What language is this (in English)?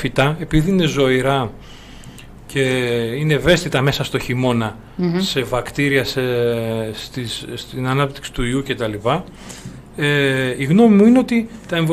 Greek